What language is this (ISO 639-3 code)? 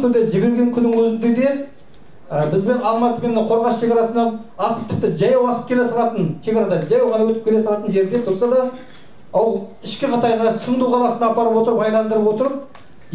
kaz